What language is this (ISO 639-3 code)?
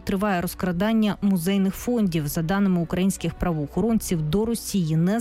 ukr